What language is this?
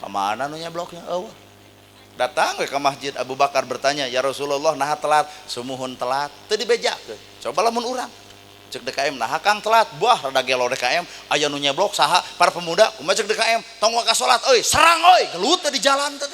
Sundanese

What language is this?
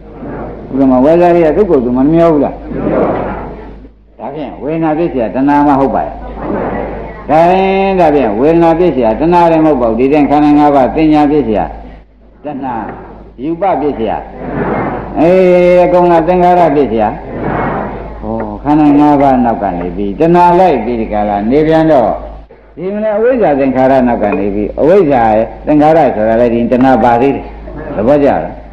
Burmese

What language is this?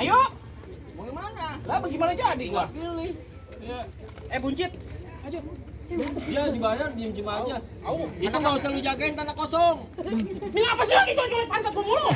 Betawi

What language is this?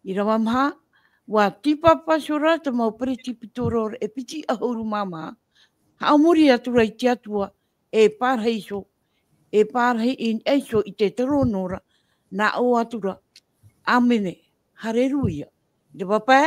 Tahitian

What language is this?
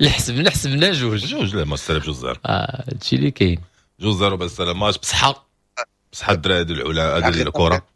Moroccan Arabic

